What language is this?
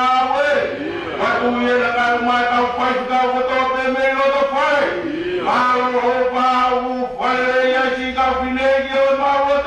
Tongan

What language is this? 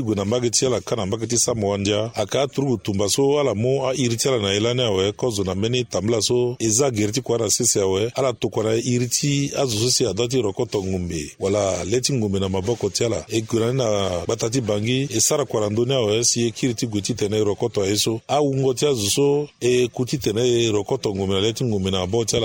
Sango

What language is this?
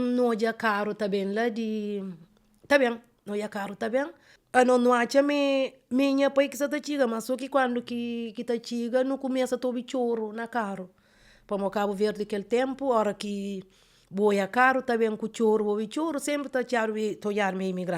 Kabuverdianu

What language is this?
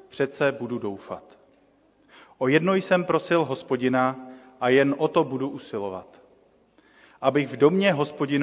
Czech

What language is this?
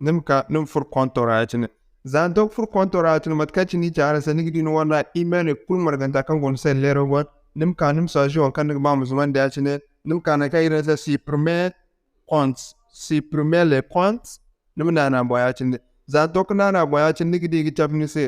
Zarma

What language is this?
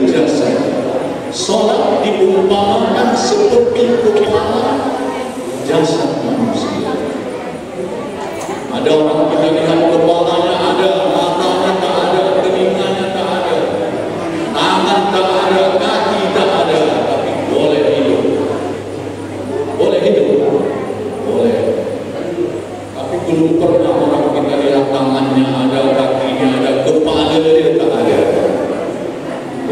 Indonesian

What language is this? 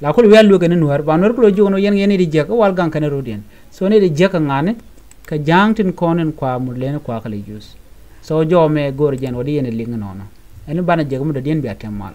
Nuer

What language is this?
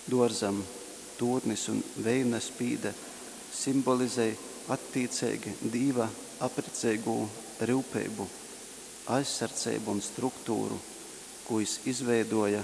Latgalian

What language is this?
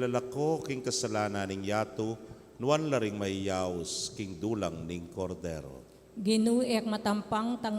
Pampanga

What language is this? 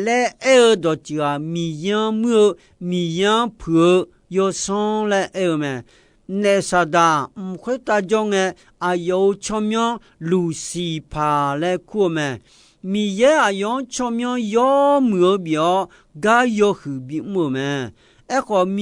Akha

